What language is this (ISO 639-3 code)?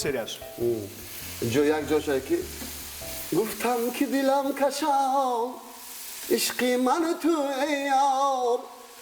tgk